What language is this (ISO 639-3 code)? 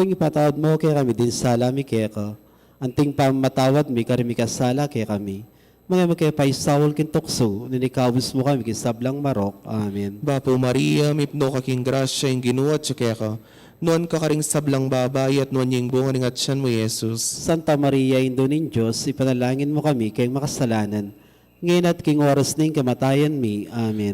pam